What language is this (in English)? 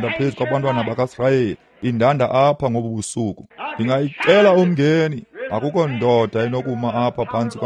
Xhosa